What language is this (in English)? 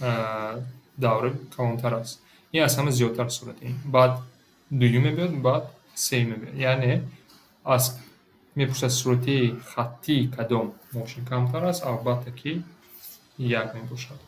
Tajik